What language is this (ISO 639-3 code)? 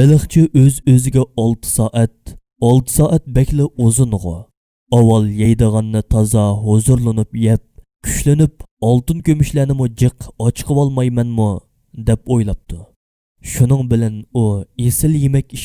uig